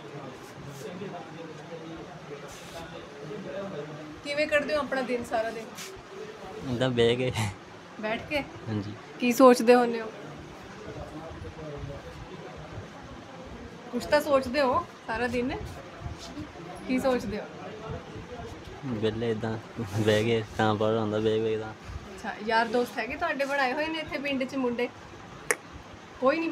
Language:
Punjabi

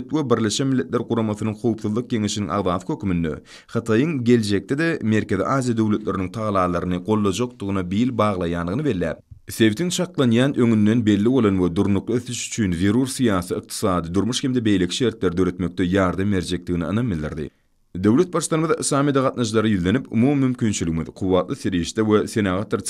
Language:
Turkmen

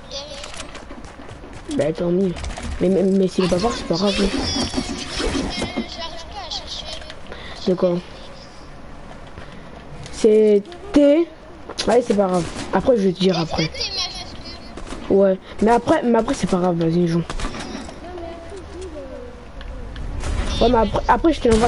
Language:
French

